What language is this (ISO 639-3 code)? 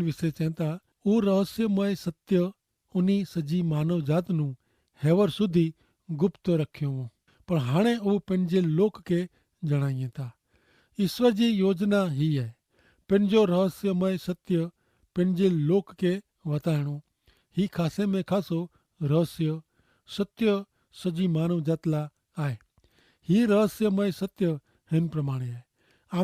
kfr